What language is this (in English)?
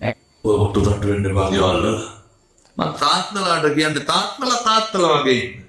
Sinhala